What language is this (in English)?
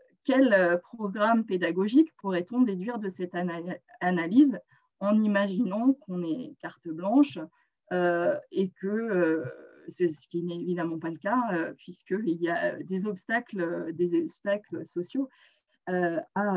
French